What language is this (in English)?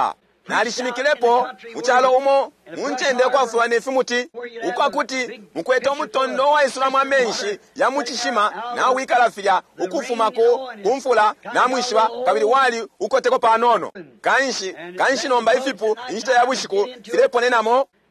Bemba